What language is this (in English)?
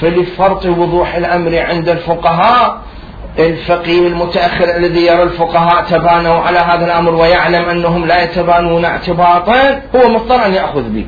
Mesopotamian Arabic